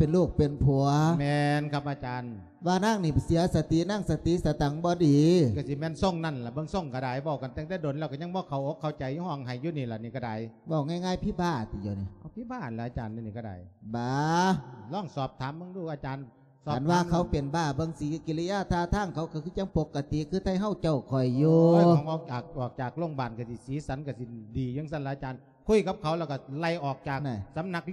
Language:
Lao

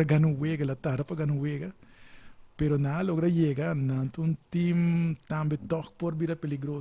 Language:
Papiamento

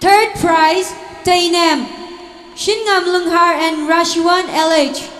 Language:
Tangkhul Naga (India)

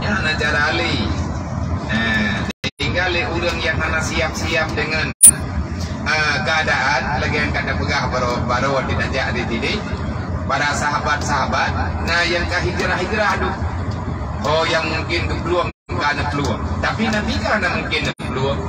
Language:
Achinese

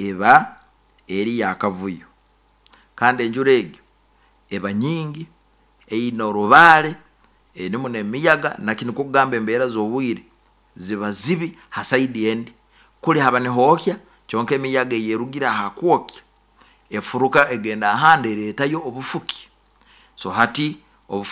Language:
Nyoro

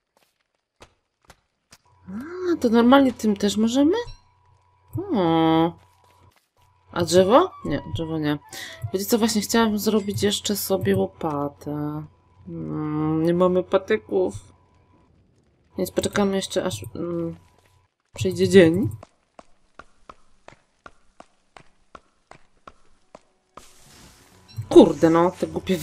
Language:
Polish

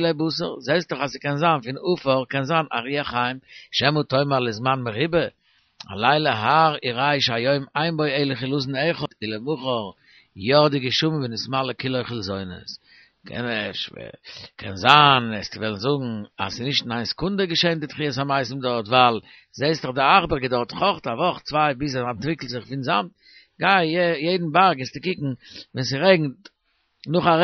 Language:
Yiddish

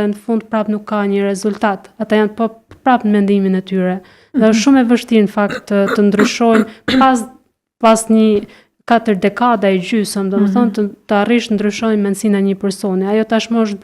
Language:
Albanian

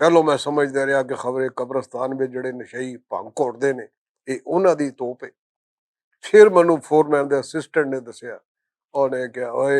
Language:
Western Panjabi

